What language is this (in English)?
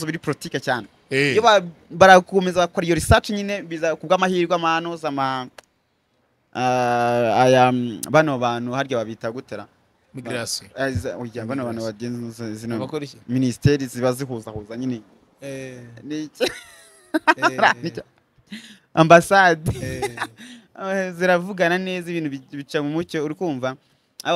Kinyarwanda